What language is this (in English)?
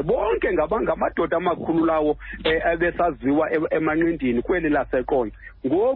Xhosa